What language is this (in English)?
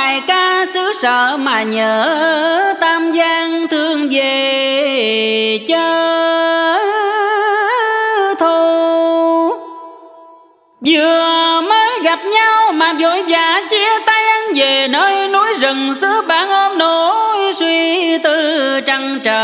Vietnamese